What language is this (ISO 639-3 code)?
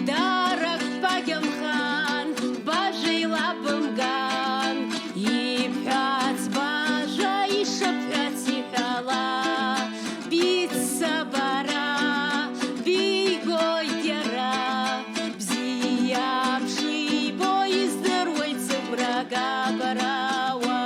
abk